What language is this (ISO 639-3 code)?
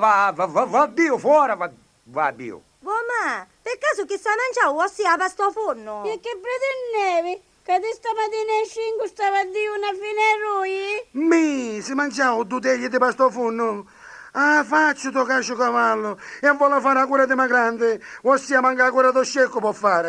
scn